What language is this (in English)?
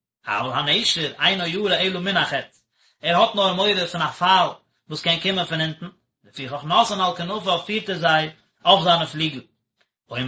Yiddish